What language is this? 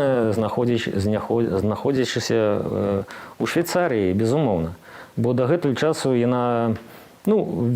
Belarusian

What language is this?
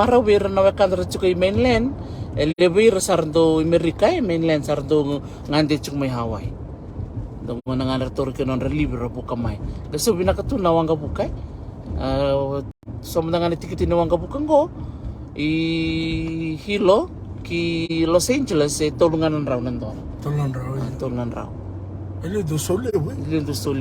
Fijian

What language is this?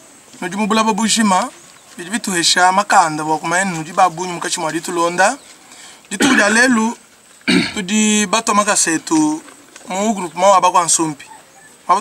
Luba-Lulua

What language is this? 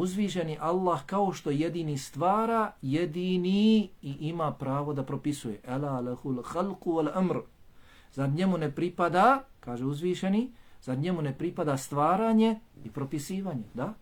Bosnian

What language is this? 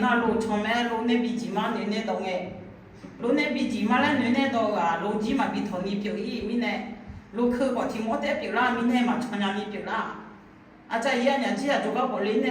Akha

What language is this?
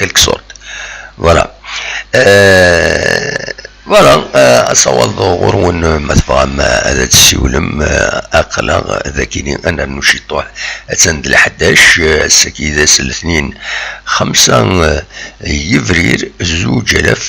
Kabyle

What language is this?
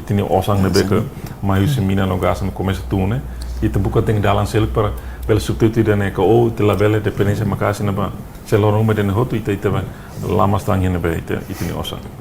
Tetum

